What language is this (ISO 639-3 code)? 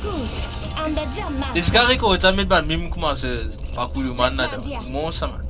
mfe